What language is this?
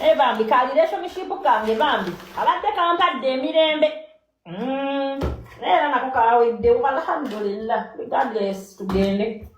Ganda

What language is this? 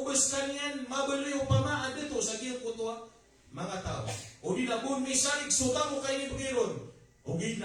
Maranao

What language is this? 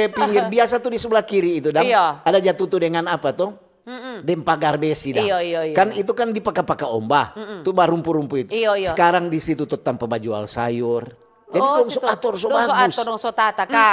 Manado Malay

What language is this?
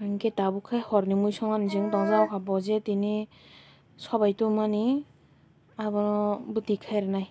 Kok Borok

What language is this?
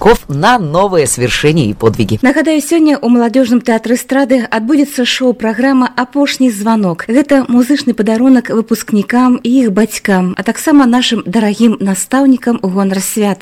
Belarusian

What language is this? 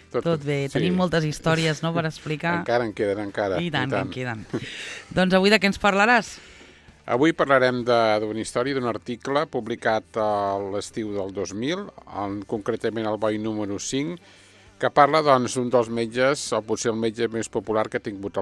Catalan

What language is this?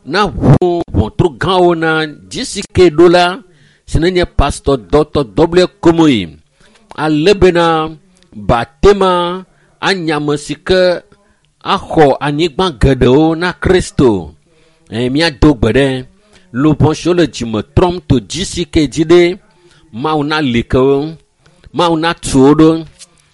Ewe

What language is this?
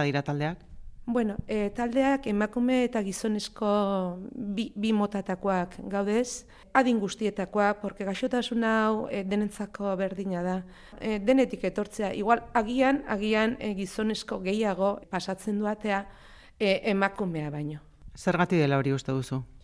Basque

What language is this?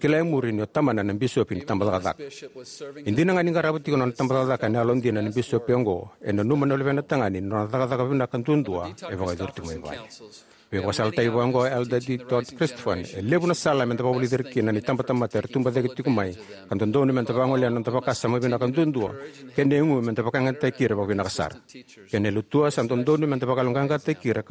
Fijian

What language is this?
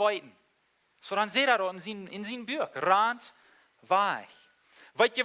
Plautdietsch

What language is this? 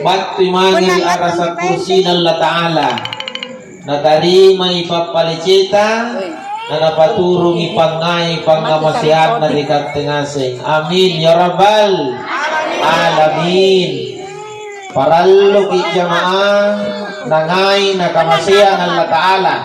Makasar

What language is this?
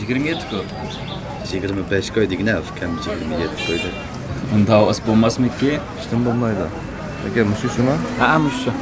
Uyghur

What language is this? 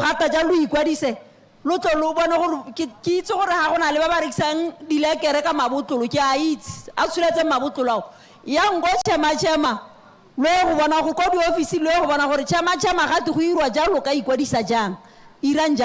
Tswana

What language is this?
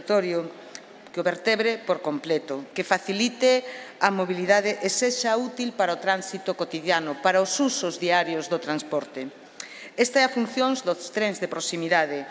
Galician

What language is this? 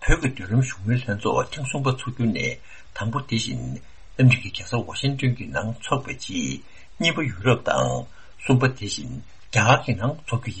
Tibetan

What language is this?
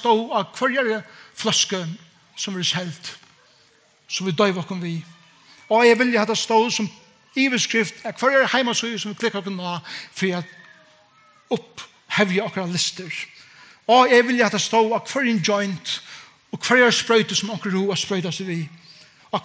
Faroese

